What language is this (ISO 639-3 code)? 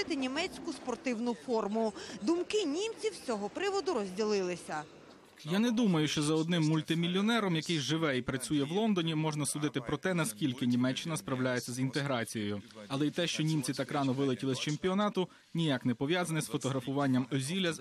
ukr